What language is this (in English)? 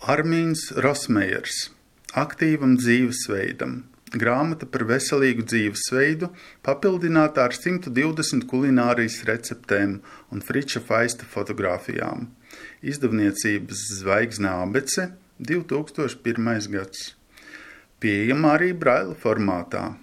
Latvian